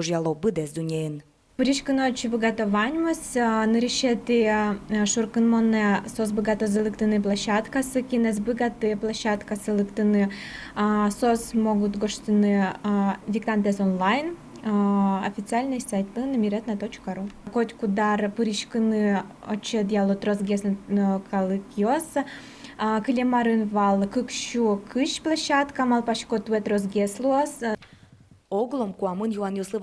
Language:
Udmurt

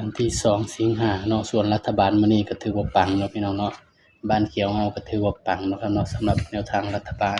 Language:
Northeastern Thai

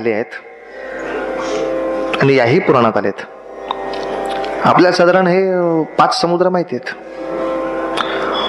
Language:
Marathi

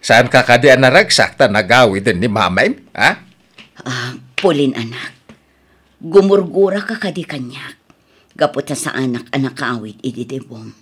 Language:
Iloko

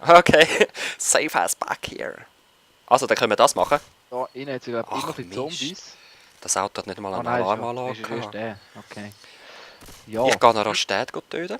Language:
Swiss German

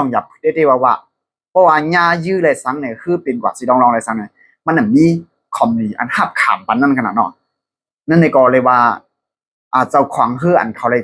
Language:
Shan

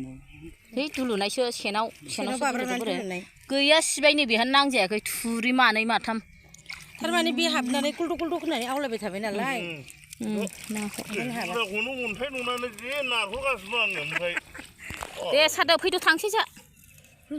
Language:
Bodo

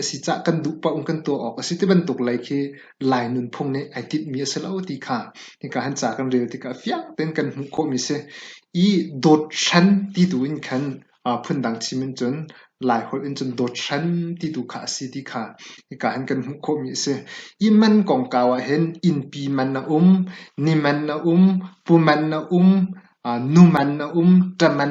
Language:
Hakha Chin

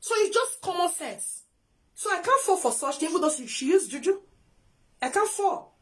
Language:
Nigerian Pidgin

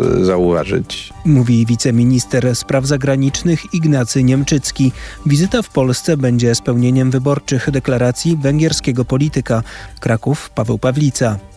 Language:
Polish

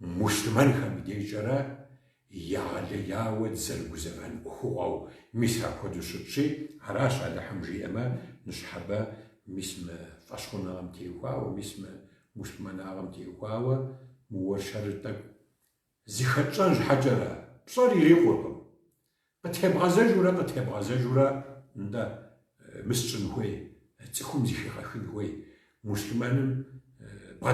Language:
Kabardian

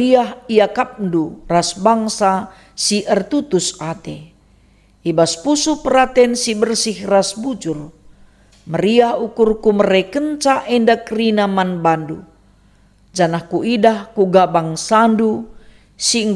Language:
Batak Karo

